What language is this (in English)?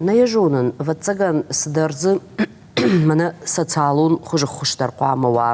Ossetic